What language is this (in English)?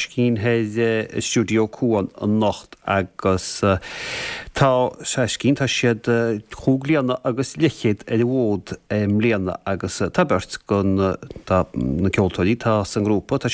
Irish